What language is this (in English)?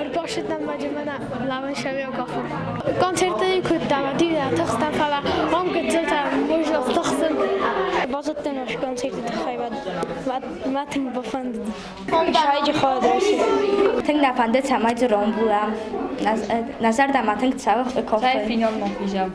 Ossetic